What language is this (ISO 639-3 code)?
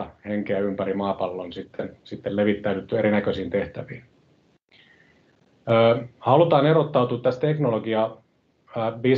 fin